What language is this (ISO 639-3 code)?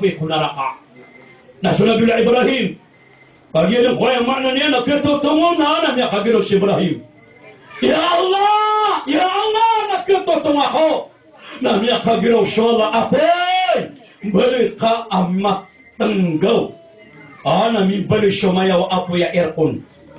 mrw